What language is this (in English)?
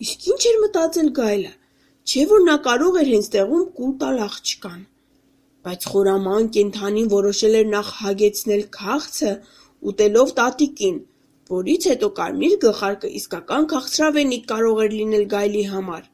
Armenian